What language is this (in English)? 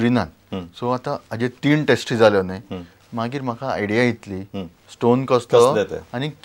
Konkani